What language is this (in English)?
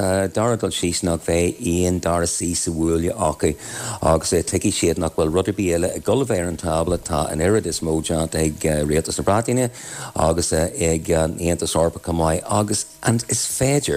Irish